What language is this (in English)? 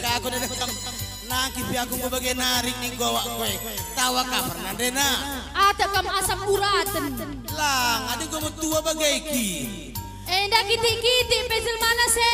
Batak Karo